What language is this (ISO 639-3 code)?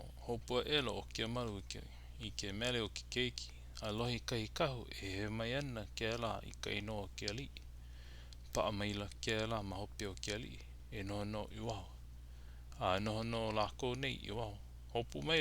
haw